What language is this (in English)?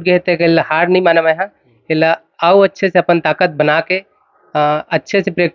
Chhattisgarhi